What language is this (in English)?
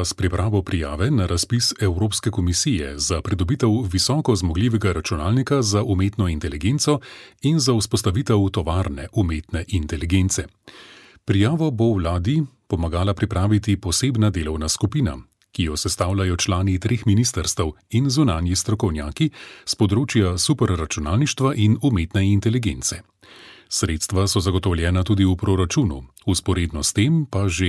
Slovenian